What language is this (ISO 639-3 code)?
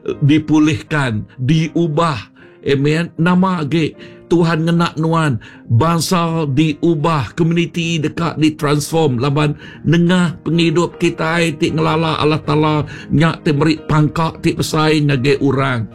iba